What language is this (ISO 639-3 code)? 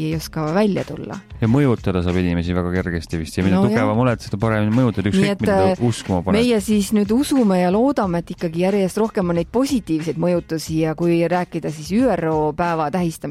est